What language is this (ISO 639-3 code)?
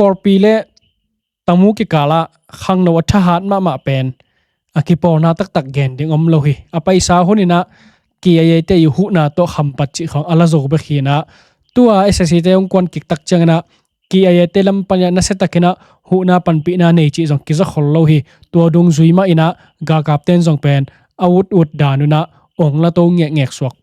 ctd